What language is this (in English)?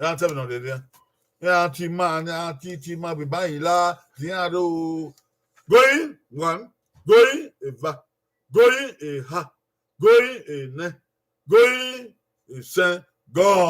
Bini